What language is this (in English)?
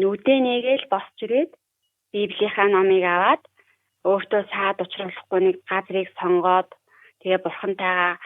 Mongolian